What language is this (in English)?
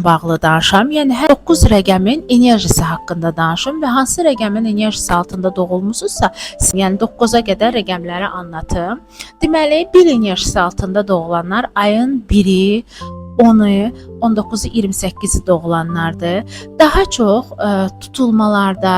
Azerbaijani